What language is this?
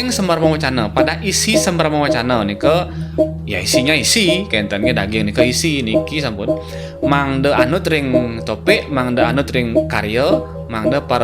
Balinese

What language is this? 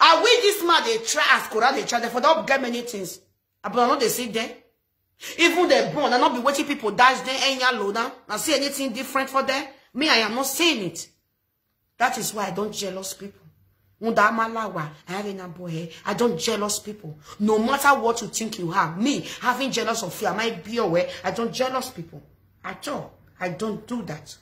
Nigerian Pidgin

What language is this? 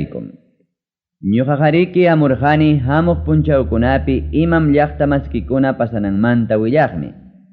Ayacucho Quechua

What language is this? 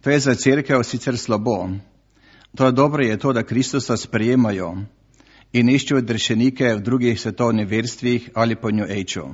Slovenian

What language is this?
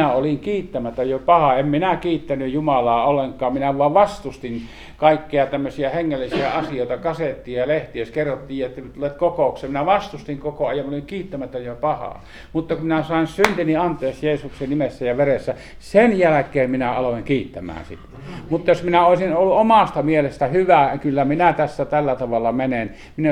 Finnish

